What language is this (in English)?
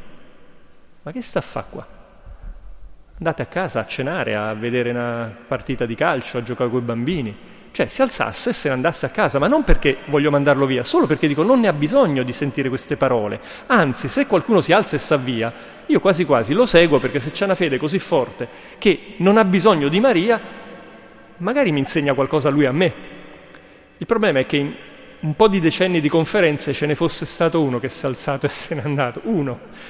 Italian